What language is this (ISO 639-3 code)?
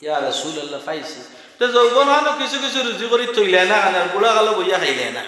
syl